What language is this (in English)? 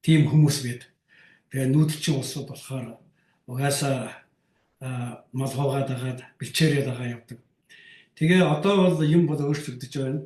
Mongolian